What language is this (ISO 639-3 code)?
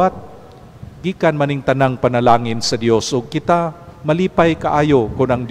ceb